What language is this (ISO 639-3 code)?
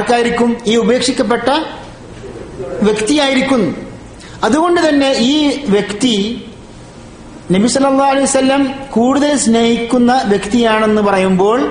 mal